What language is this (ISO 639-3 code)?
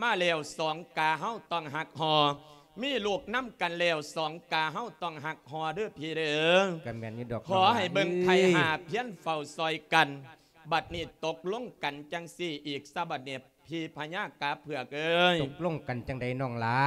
lao